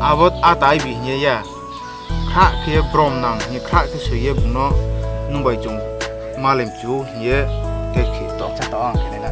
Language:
Riang (India)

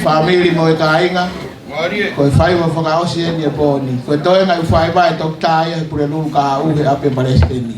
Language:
Tongan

